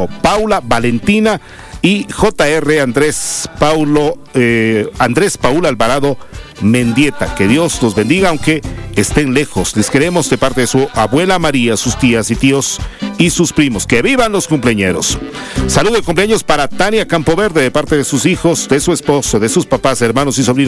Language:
Spanish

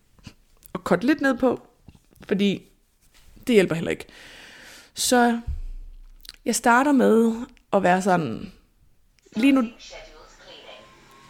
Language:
Danish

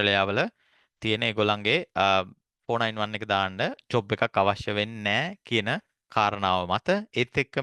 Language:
Sinhala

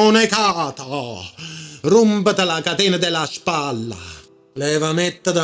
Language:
Neapolitan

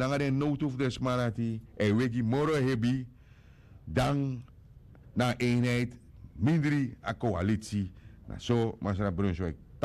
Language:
Sranan Tongo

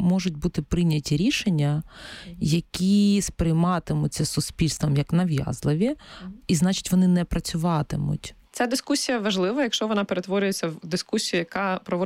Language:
Ukrainian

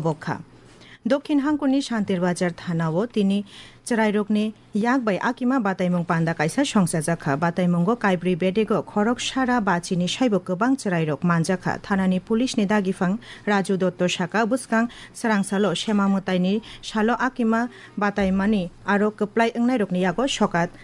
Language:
Kok Borok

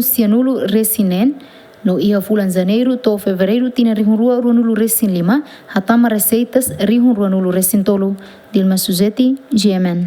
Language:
Tetum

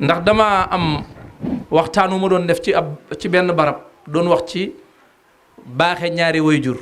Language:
Wolof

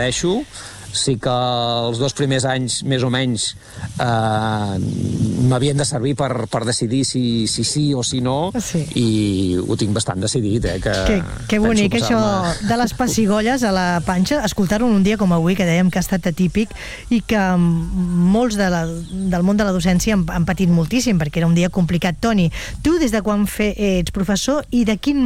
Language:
Catalan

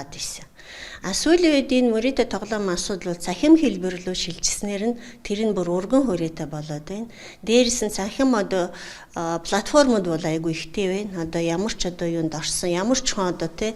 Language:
Mongolian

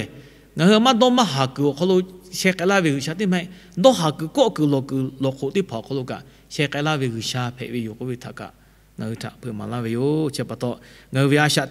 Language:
Lahu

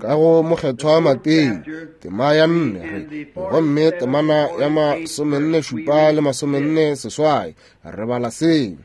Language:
Northern Sotho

